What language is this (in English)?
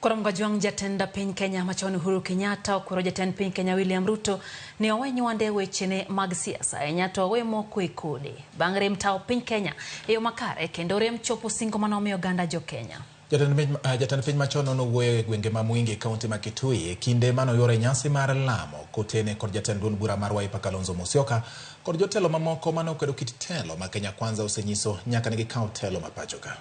Luo (Kenya and Tanzania)